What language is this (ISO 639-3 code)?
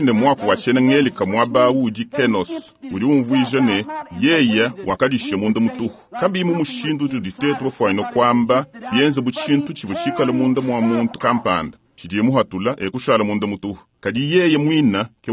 lua